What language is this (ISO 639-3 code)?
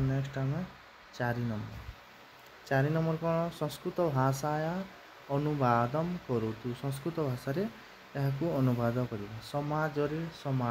ori